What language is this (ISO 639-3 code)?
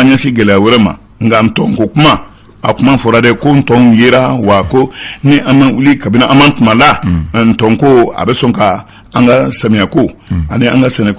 bam